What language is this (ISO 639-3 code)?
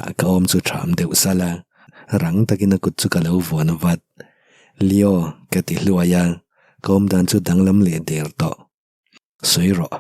lus